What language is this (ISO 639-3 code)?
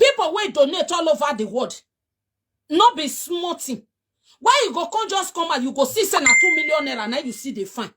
pcm